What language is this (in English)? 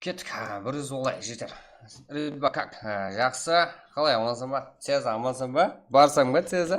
Kara-Kalpak